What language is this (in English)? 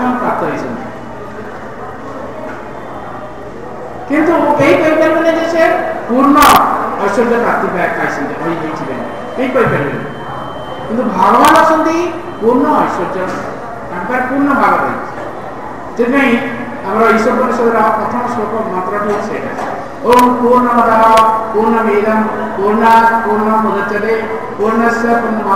Odia